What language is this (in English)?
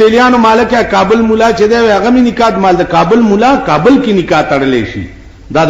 Pashto